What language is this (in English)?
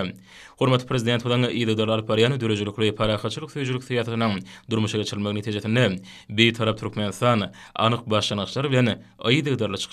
Turkmen